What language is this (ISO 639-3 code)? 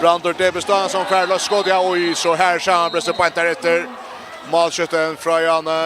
fao